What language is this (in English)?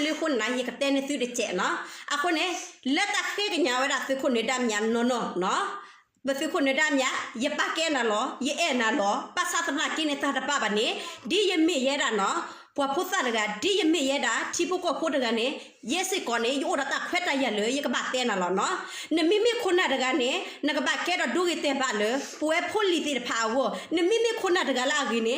S'gaw Karen